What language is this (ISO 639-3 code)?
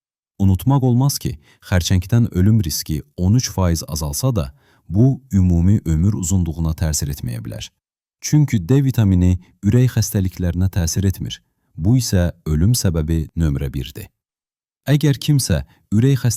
aze